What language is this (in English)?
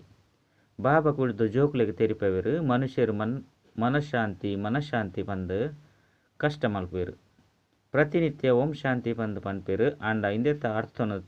Tulu